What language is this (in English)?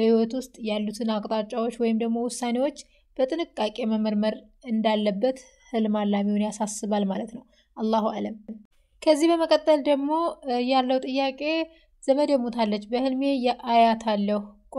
Amharic